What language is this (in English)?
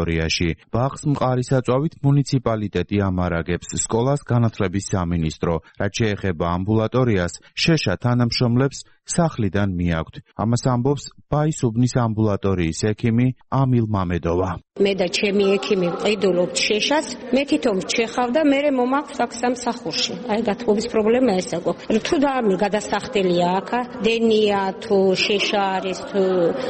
Georgian